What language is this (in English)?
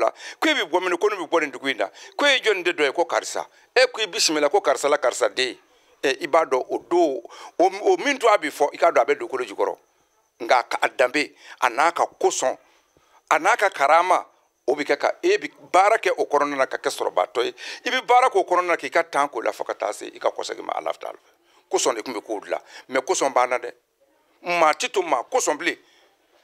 Bambara